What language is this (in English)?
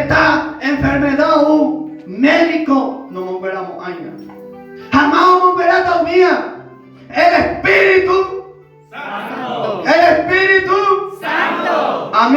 Guarani